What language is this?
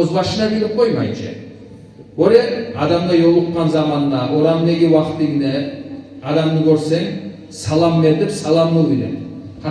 Kumyk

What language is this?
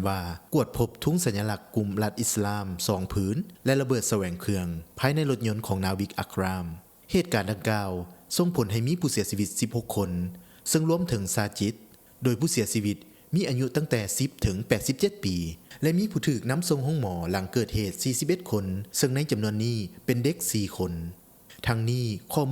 Lao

